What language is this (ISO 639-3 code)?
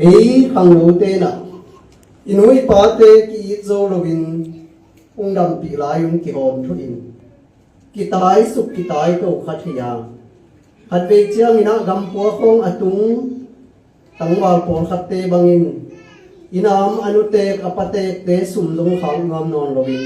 ctd